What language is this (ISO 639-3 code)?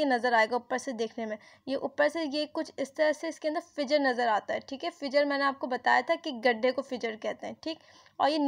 hin